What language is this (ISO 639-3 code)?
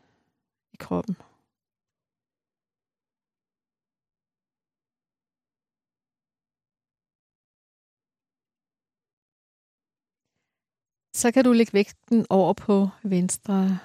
dan